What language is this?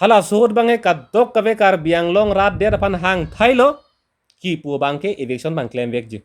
Karbi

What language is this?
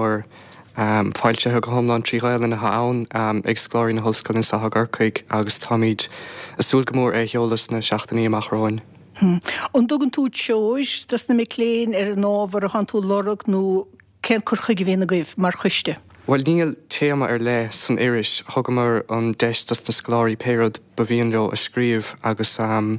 Irish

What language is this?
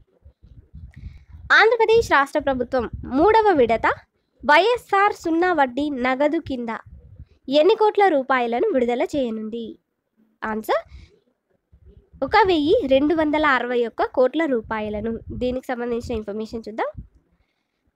Telugu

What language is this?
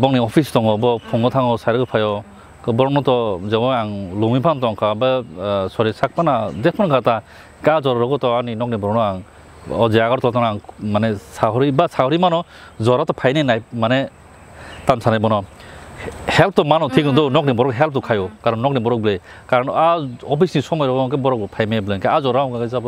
Kok Borok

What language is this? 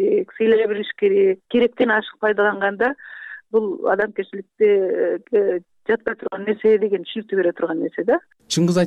Kyrgyz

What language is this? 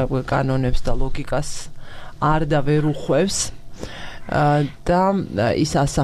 Georgian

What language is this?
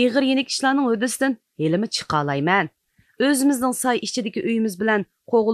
Uyghur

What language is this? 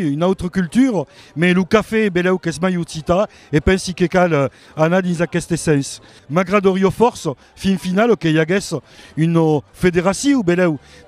Occitan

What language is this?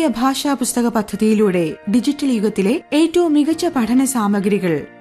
Malayalam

